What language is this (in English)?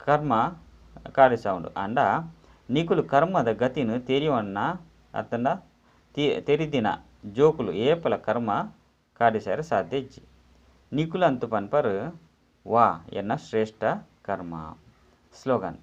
Tulu